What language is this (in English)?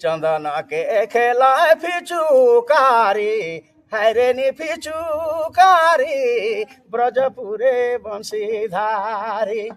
Sadri